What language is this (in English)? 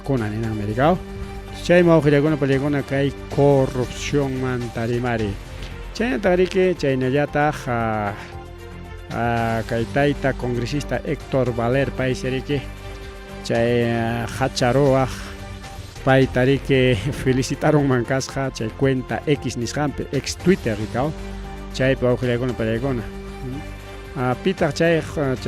Ayacucho Quechua